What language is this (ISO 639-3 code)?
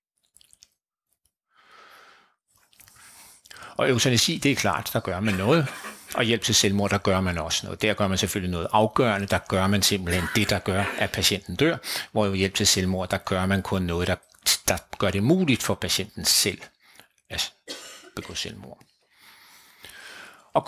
dan